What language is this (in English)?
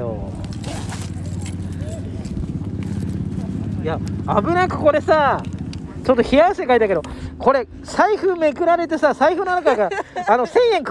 Japanese